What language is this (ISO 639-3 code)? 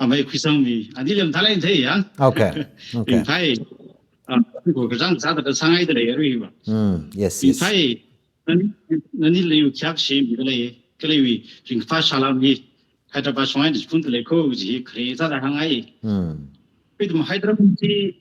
nmf